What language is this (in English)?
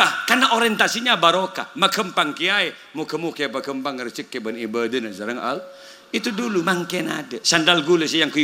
Madurese